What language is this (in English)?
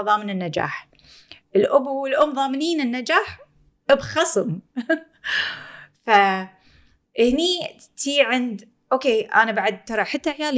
Gulf Arabic